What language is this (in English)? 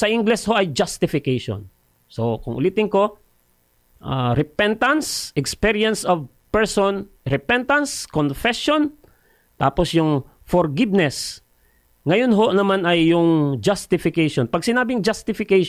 Filipino